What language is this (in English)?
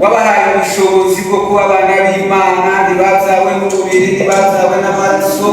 Kinyarwanda